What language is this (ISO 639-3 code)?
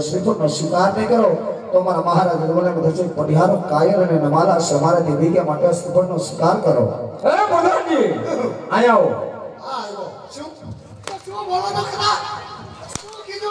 guj